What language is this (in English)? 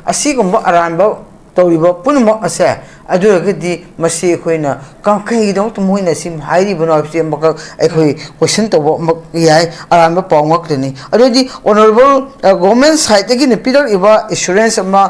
Manipuri